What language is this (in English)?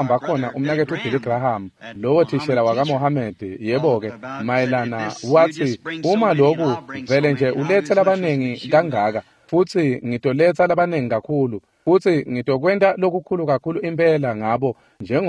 Swati